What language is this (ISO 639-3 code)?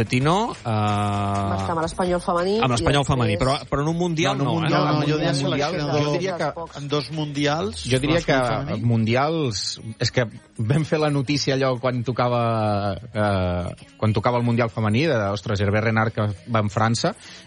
cat